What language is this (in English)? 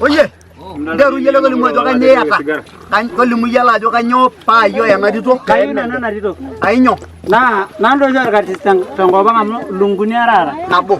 Masai